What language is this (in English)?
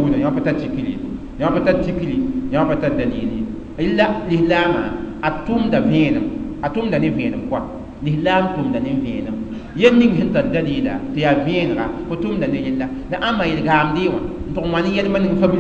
Mossi